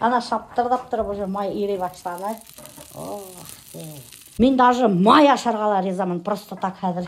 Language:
Bashkir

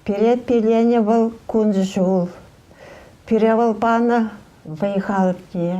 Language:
Chuvash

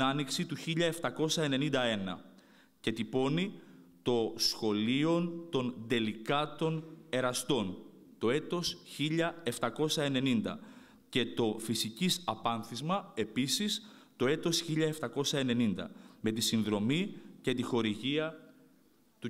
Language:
Greek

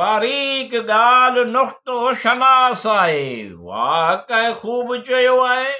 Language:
Sindhi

